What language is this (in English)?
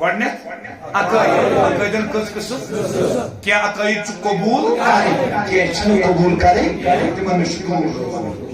Kashmiri